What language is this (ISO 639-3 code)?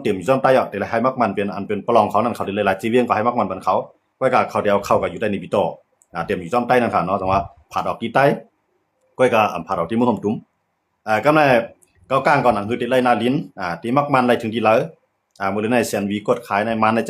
shn